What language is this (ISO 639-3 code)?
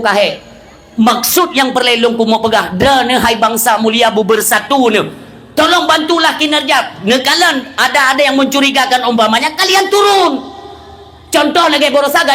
ace